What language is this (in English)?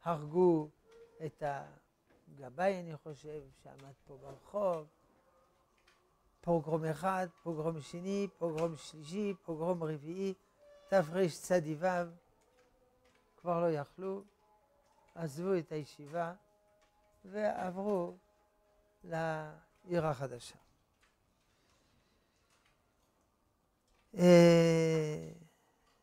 Hebrew